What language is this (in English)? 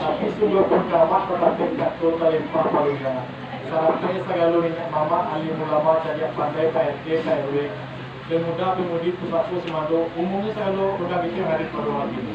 Minangkabau